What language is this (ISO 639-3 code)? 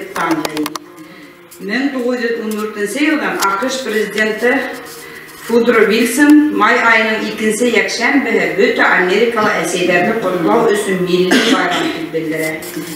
bak